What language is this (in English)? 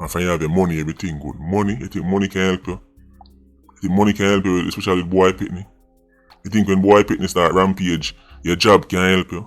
Jamaican Creole English